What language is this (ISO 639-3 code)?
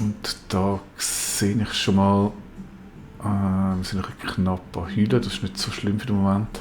gsw